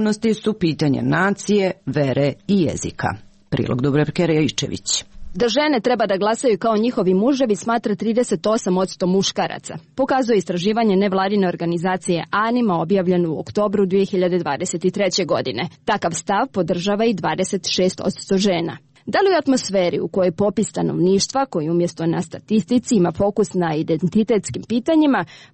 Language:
Serbian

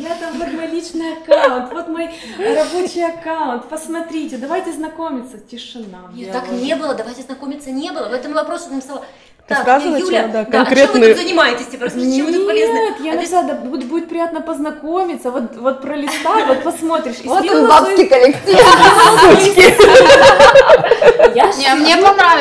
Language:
Russian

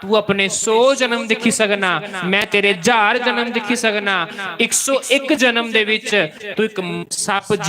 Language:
Dogri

